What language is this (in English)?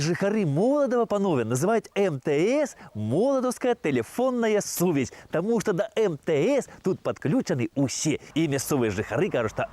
Belarusian